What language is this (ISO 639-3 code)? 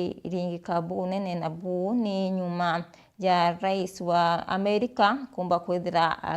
mer